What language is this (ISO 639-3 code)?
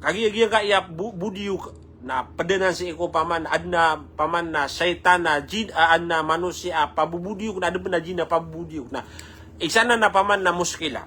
mrw